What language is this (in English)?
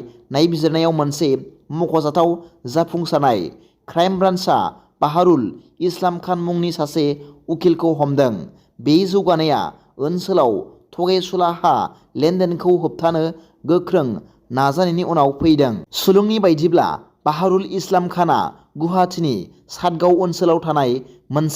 Bodo